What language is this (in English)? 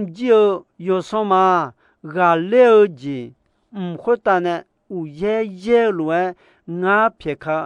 Akha